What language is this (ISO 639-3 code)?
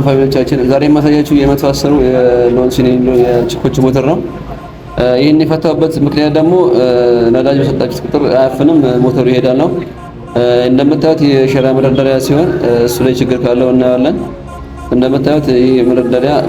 amh